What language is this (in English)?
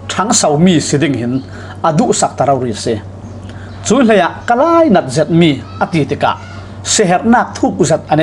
Falam Chin